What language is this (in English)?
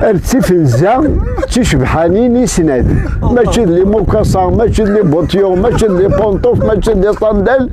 Kabyle